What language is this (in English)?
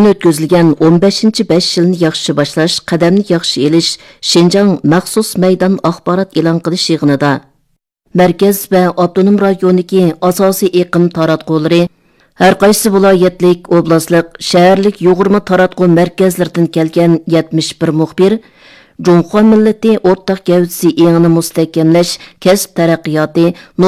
Uyghur